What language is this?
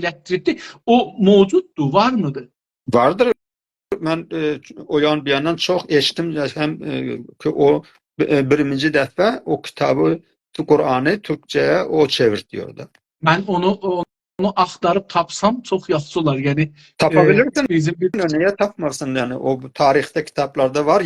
South Azerbaijani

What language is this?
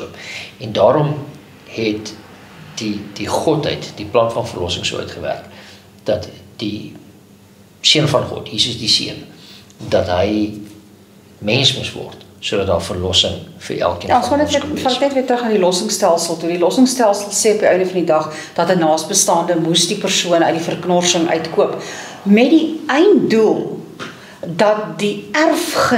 Afrikaans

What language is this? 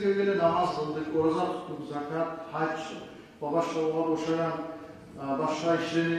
Kumyk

